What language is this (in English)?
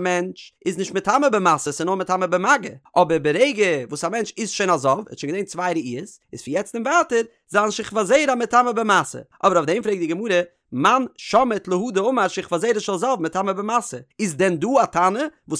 Yiddish